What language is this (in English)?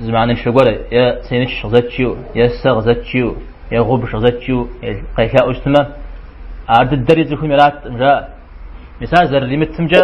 Kabardian